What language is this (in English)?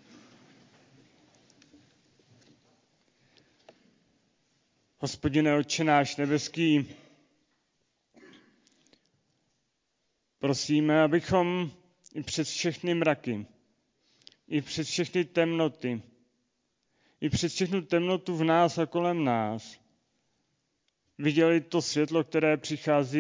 Czech